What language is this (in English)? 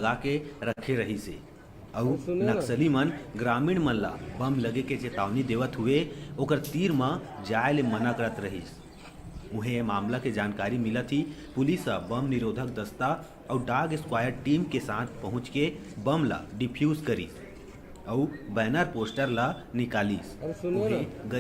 Chhattisgarhi